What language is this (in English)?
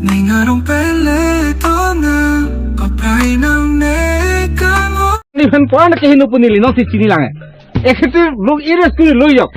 Karbi